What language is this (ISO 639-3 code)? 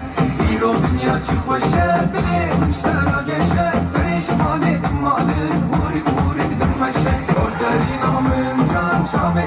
kur